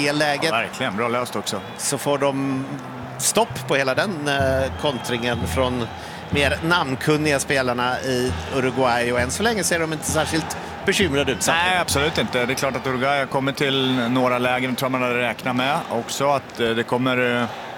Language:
Swedish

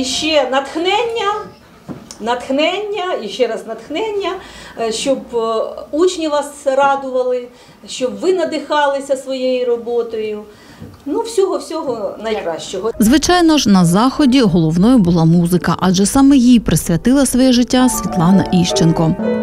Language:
Ukrainian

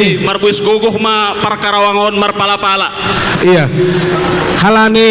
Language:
Batak Simalungun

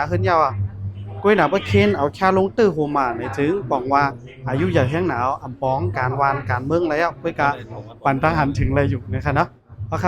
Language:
Shan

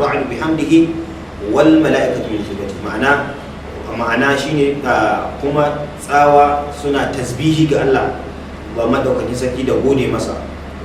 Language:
Hausa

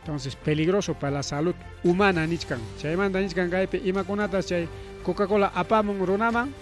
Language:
Ayacucho Quechua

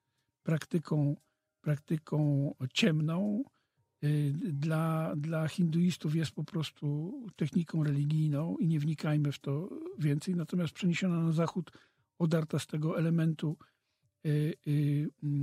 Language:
Polish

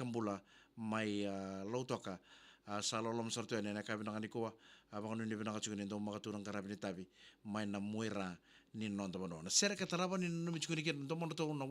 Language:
Fijian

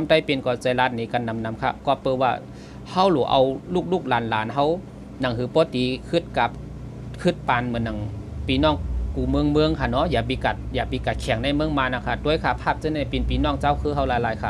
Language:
Shan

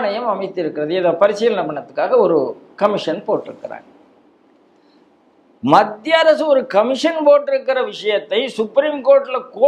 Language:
Tamil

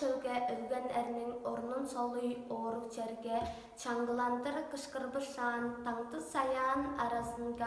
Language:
Tuvinian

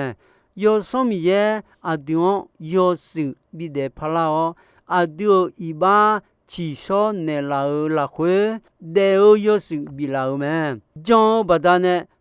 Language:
Akha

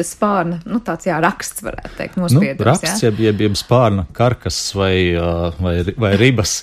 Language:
Latvian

